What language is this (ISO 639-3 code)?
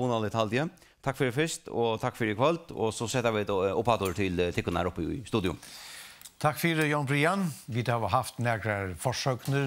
fao